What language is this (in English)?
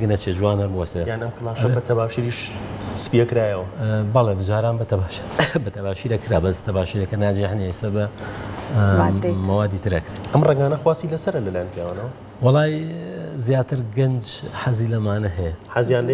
Central Kurdish